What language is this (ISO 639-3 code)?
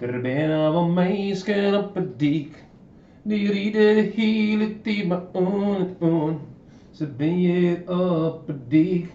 fry